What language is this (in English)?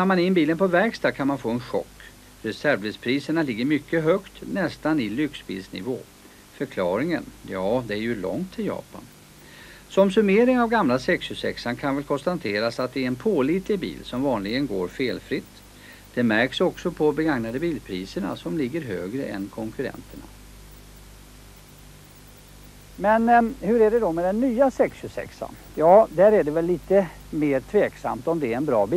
Swedish